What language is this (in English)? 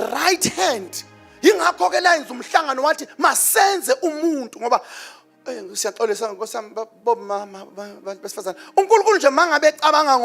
Zulu